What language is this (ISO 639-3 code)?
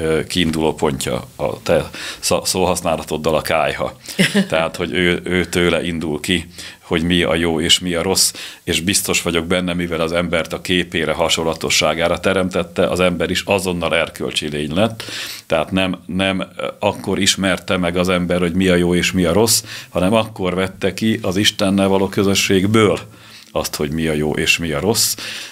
hun